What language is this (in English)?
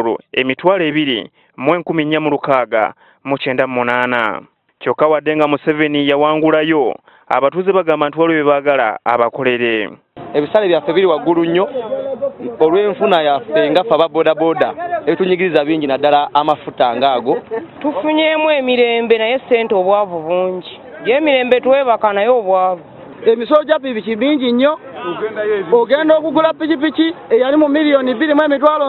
Ganda